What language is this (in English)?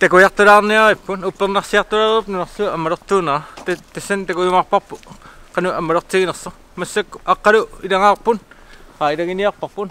Kalaallisut